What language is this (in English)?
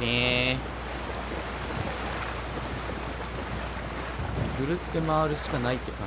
Japanese